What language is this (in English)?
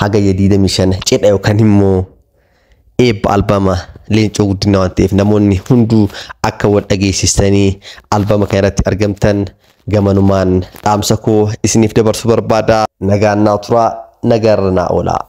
Oromo